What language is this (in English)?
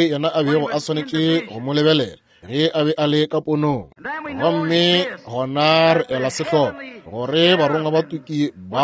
Northern Sotho